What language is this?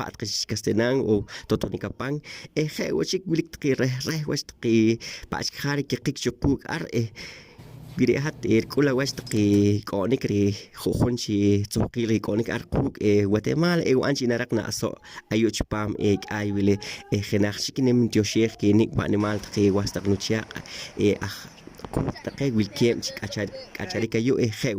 Poqomchi'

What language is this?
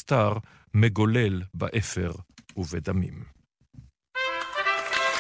Hebrew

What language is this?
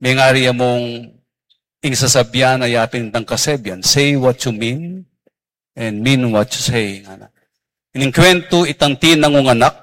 Pampanga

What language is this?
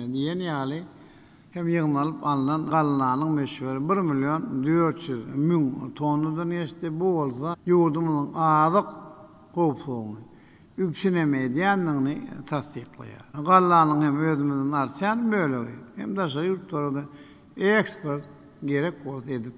Turkmen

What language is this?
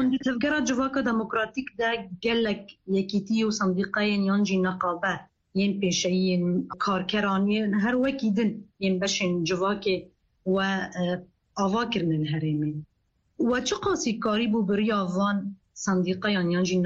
Kurdish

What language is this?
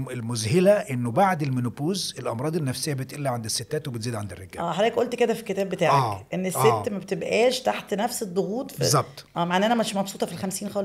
Egyptian Arabic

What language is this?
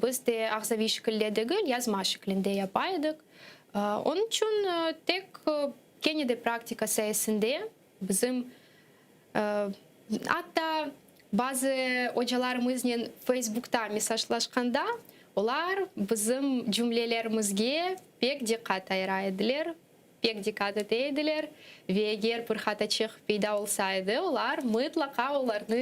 Crimean Tatar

